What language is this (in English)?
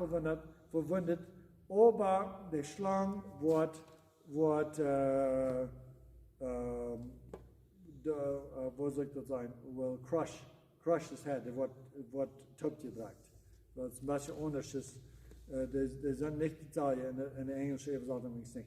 Plautdietsch